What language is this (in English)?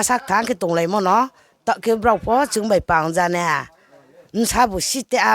Riang (India)